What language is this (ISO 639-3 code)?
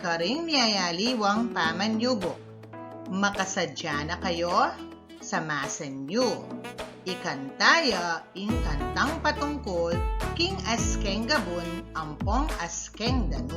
pam